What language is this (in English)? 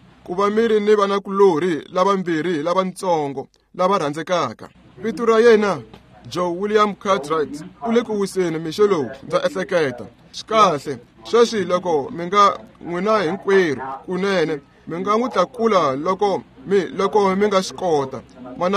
Tsonga